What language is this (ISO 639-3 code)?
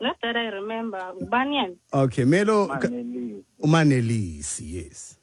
xho